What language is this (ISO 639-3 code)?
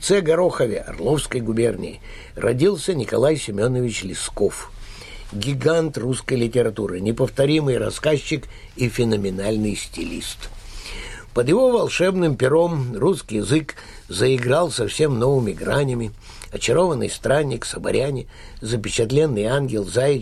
rus